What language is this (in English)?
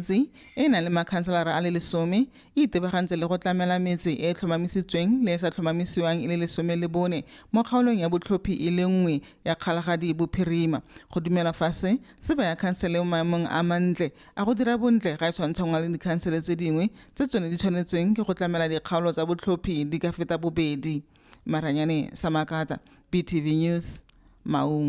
Tswana